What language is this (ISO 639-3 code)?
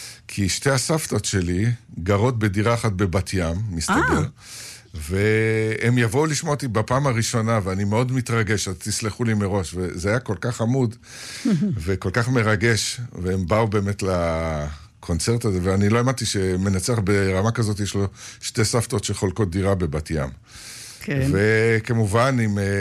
heb